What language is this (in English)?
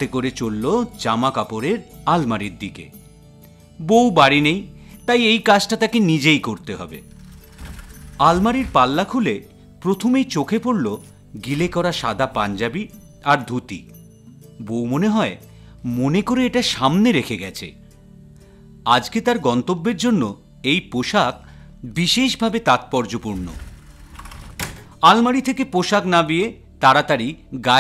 Bangla